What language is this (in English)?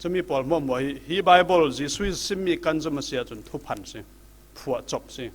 Falam Chin